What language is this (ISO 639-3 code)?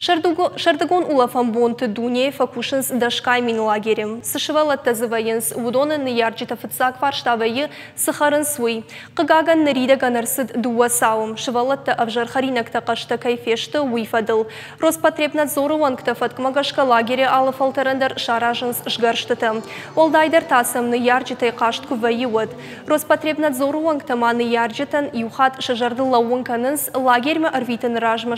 oss